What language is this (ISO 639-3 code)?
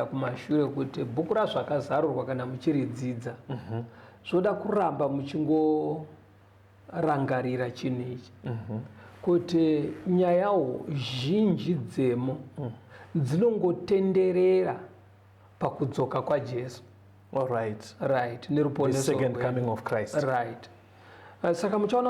sna